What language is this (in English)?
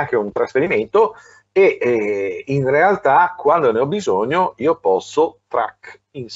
Italian